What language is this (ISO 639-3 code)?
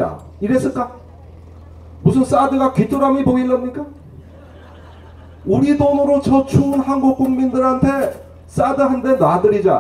kor